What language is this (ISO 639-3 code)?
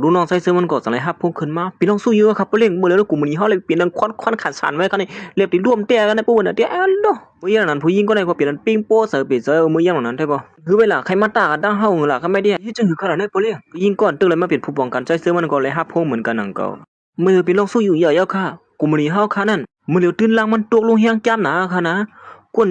shn